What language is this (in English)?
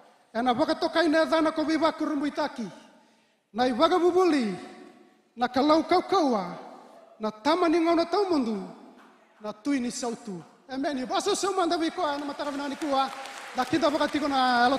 Fijian